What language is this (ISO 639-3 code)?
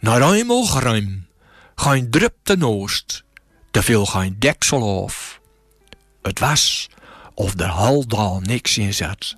gos